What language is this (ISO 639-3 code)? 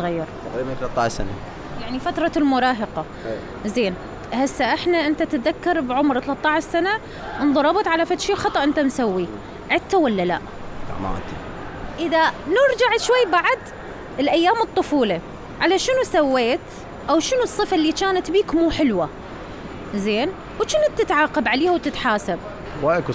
acm